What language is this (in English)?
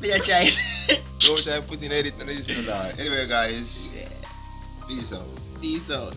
Jamaican Creole English